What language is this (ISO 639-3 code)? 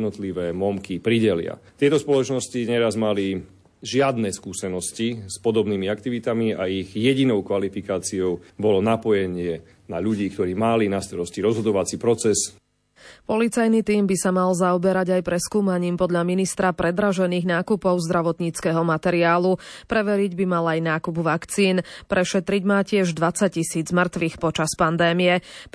slk